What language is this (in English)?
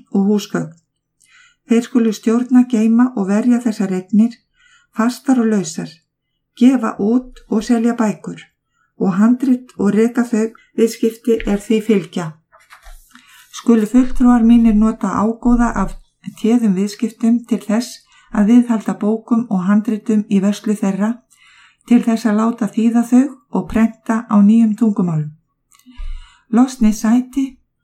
Icelandic